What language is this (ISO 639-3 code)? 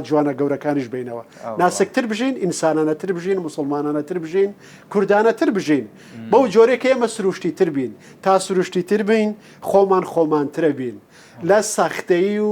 ckb